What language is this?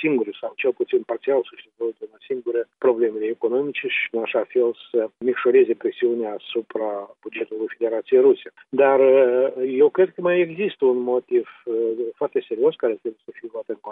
Romanian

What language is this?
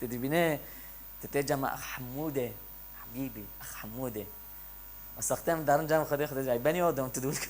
Kurdish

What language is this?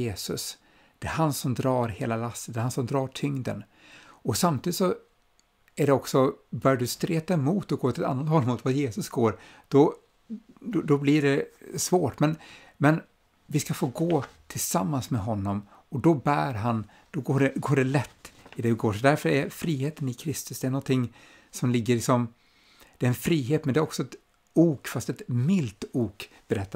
Swedish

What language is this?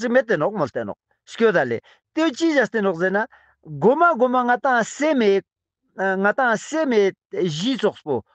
Ladakhi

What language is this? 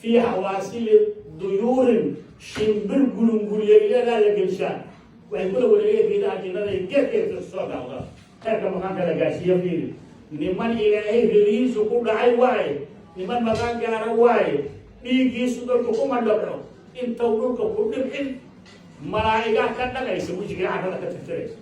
Somali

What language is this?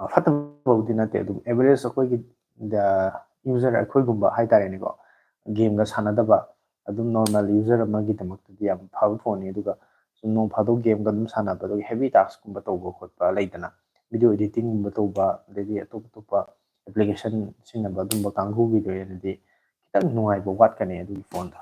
Manipuri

